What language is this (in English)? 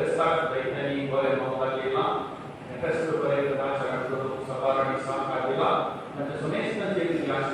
Konkani